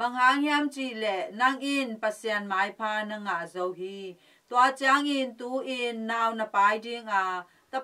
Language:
Tedim Chin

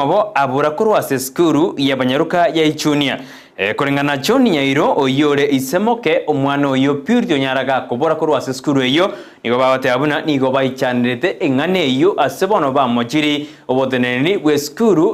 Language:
Gusii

